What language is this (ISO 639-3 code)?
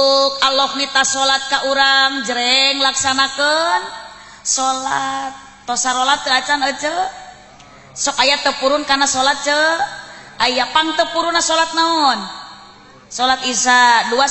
sun